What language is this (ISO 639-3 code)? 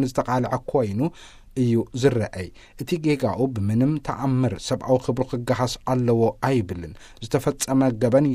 tir